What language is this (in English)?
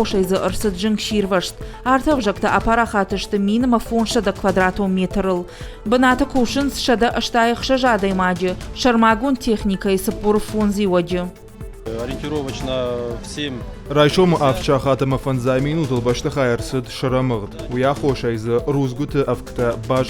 Ossetic